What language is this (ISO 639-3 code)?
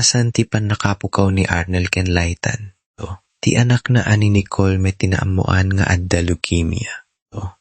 ilo